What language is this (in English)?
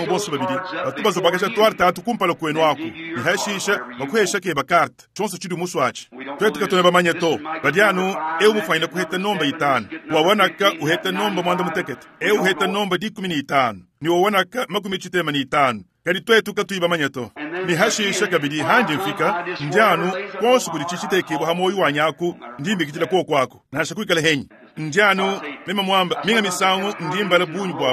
Luba-Lulua